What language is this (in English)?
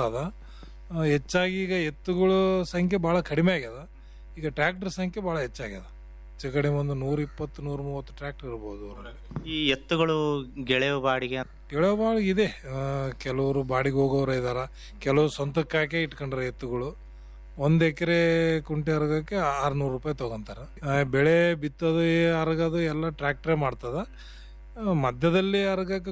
Kannada